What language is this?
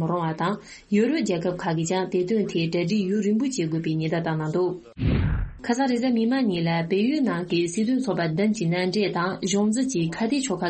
Tibetan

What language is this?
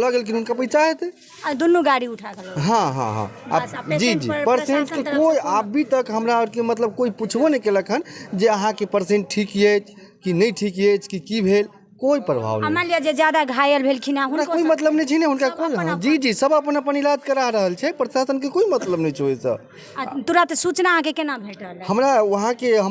Maithili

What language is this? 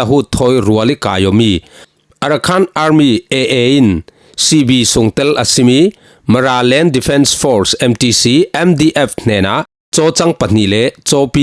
Falam Chin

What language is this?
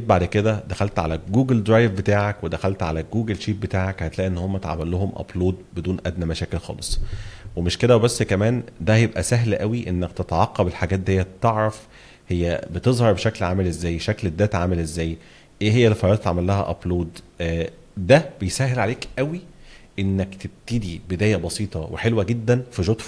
Egyptian Arabic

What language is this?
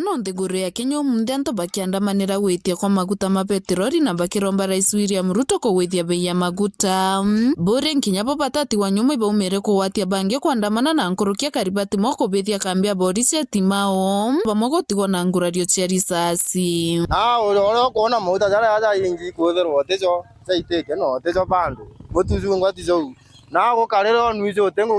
Meru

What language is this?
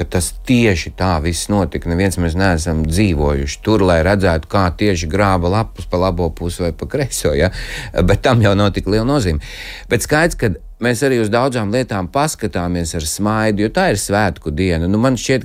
Latvian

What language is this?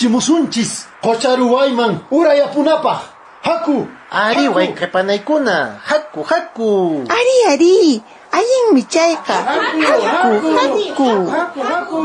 Quechua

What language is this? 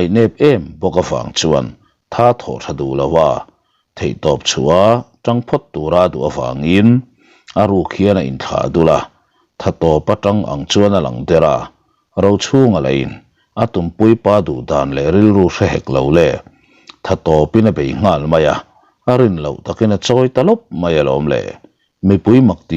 Mizo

